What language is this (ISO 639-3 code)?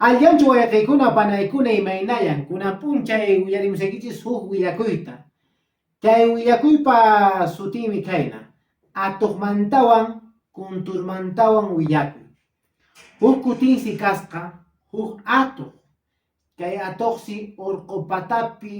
que